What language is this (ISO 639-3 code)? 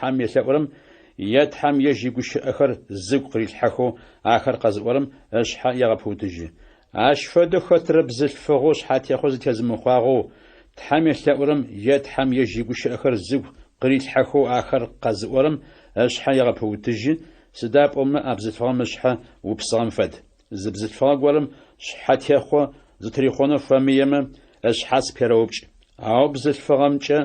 ady